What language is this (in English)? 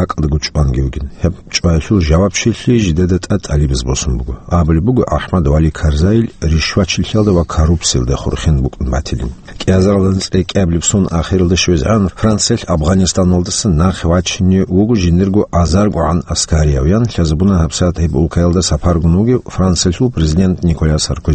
Avaric